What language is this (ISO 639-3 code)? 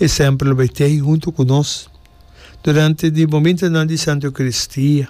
pap